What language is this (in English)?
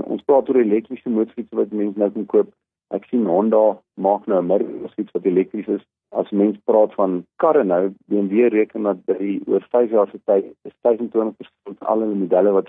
Afrikaans